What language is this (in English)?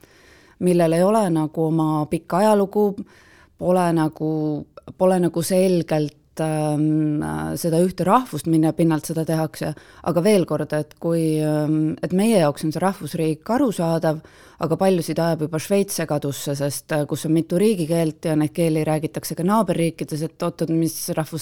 Estonian